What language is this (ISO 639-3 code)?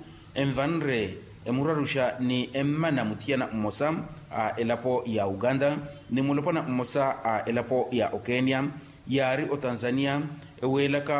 vmw